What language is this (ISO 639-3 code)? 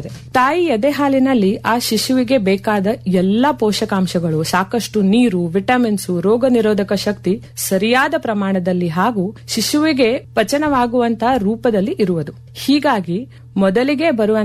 kan